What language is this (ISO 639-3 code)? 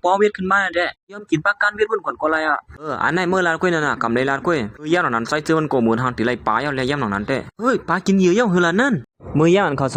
shn